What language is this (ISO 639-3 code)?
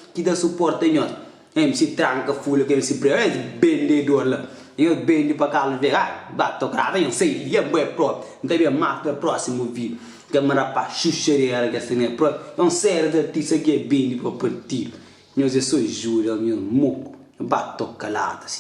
kea